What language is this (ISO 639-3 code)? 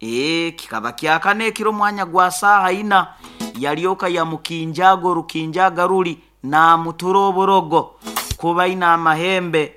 nyo